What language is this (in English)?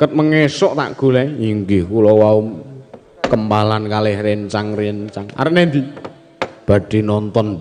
Javanese